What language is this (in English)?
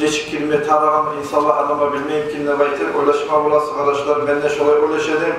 Kumyk